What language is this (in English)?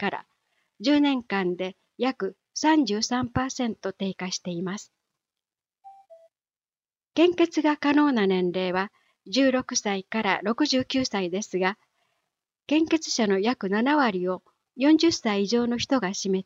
Japanese